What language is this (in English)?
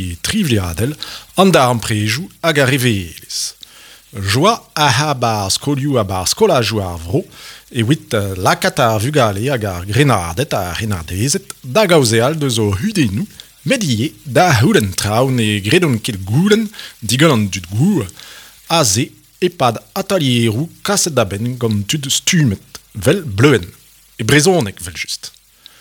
Breton